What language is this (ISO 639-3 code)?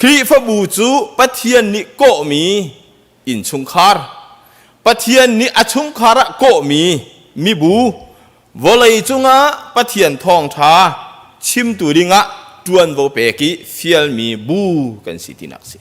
cnh